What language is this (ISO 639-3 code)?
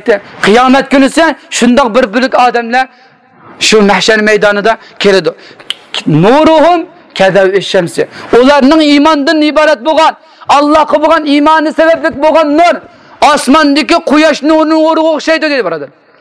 uig